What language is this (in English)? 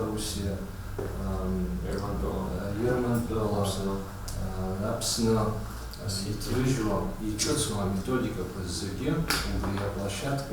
Abkhazian